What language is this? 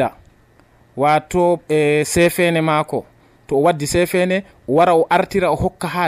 Nigerian Fulfulde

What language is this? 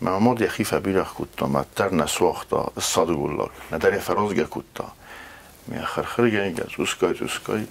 Ossetic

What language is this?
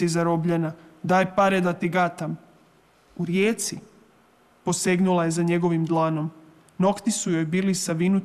Croatian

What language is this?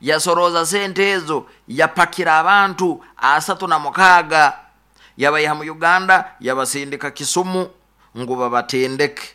Nyoro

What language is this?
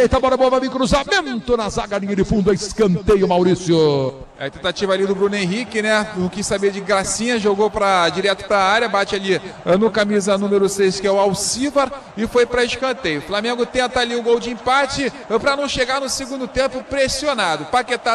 Portuguese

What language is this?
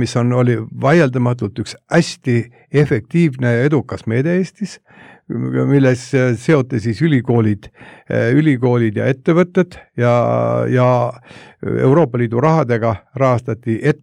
Estonian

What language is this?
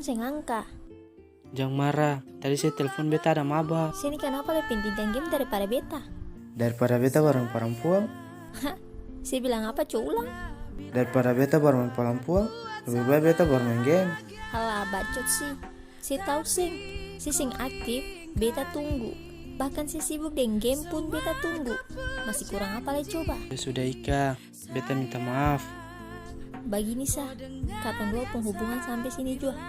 Ambonese Malay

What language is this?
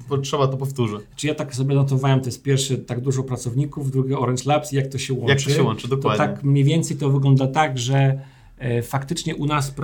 Polish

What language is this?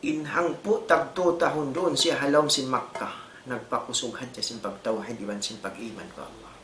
Tausug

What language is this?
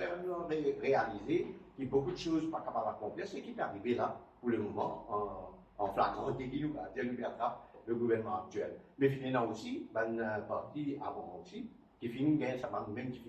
Morisyen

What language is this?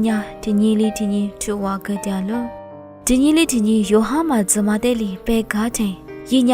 Lisu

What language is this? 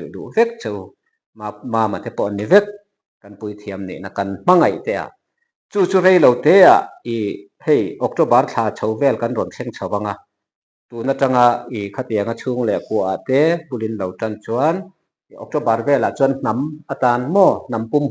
Mizo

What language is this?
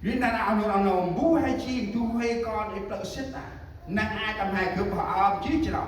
Central Mnong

